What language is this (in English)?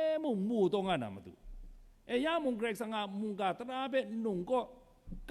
Kachin